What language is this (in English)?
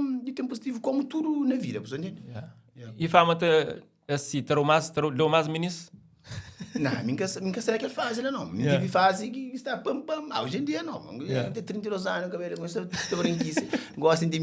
Kabuverdianu